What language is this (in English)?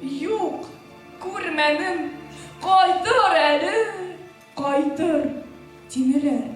Bashkir